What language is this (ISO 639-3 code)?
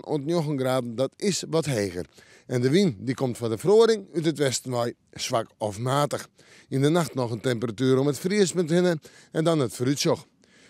fry